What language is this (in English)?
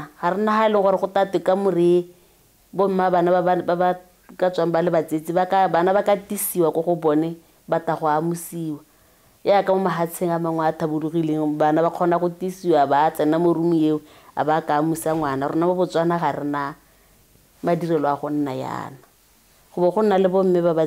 Tswana